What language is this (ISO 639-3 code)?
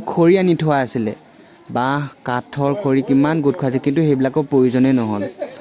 asm